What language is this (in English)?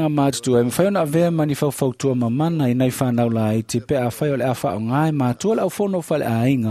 Samoan